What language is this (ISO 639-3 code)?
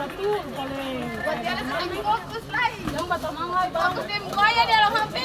abs